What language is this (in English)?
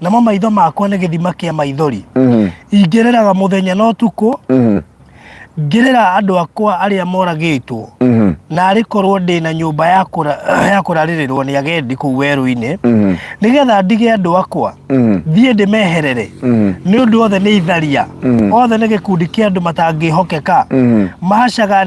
Kikuyu